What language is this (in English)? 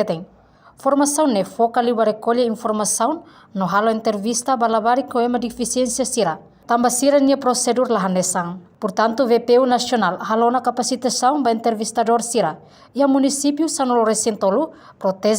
Tetum